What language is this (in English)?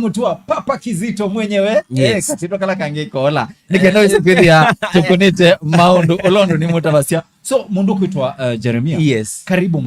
Kamba